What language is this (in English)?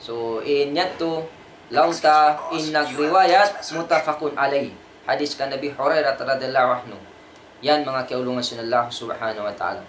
Tausug